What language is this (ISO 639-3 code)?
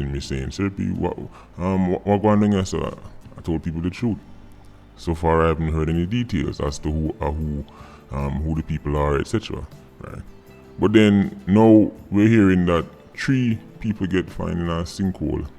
jam